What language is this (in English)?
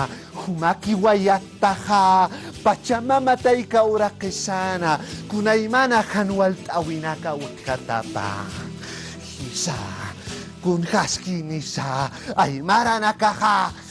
Aymara